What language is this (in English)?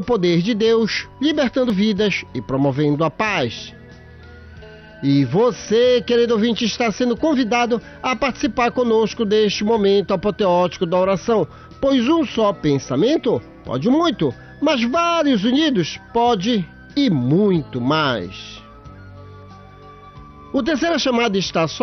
Portuguese